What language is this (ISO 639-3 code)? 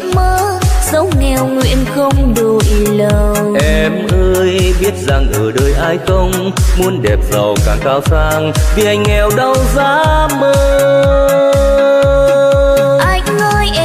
vie